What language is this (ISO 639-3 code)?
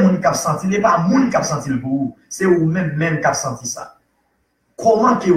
hat